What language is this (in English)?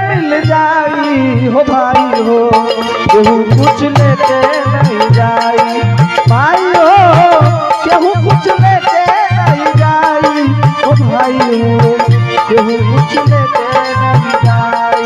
Angika